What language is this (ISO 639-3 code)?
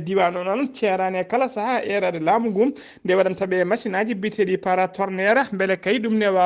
ful